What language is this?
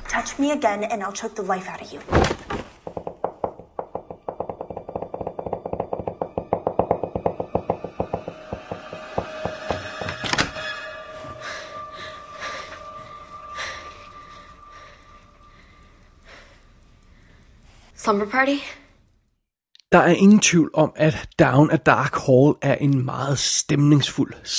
Danish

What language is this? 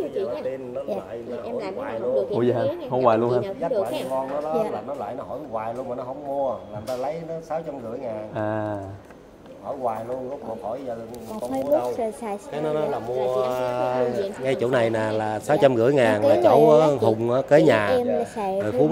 Vietnamese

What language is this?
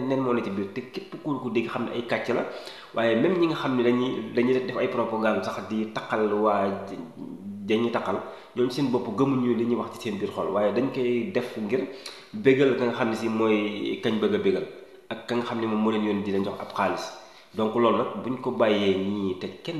Wolof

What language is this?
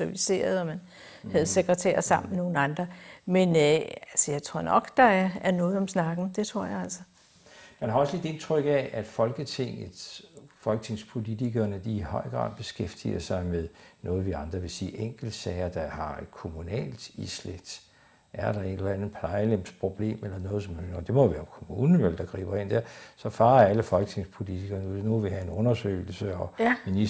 Danish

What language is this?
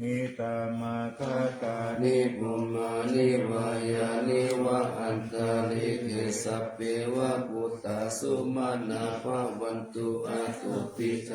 Pali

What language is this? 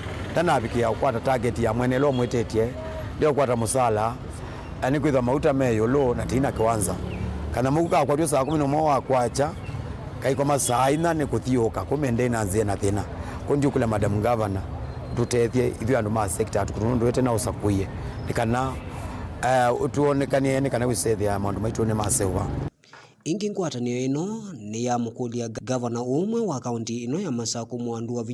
Kamba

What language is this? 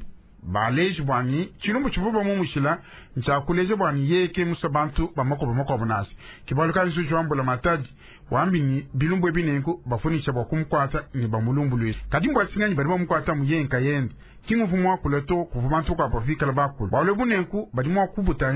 Luba-Lulua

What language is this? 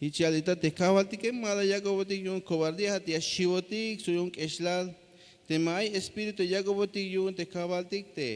Tzeltal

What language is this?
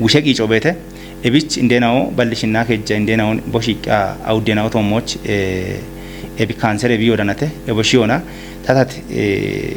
Kafa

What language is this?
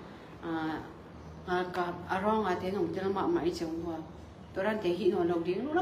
Tedim Chin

